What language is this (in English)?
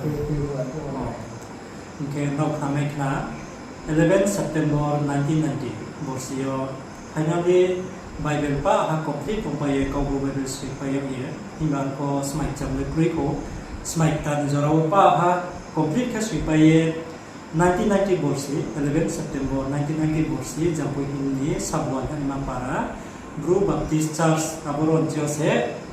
Riang (India)